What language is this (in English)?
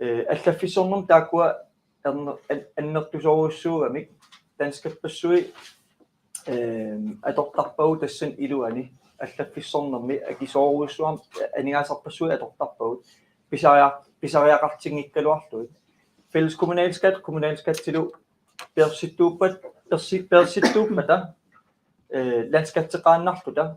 Kalaallisut